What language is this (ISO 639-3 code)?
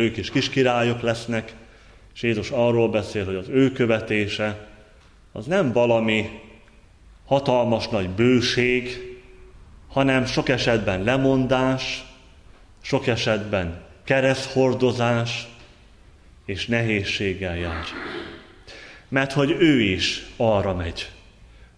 hun